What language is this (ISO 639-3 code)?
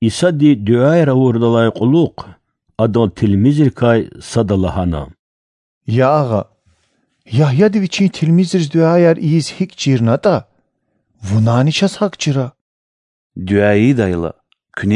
lez